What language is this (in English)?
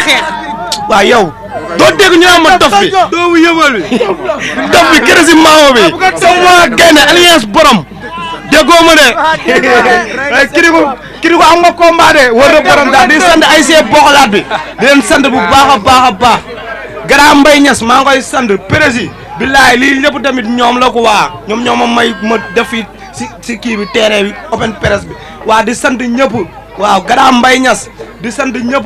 Wolof